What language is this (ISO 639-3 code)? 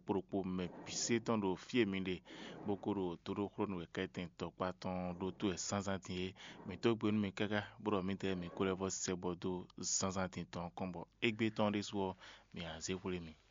fon